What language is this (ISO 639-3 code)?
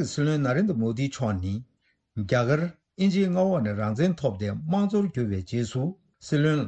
bod